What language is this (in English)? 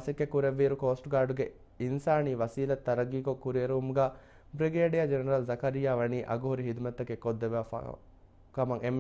Divehi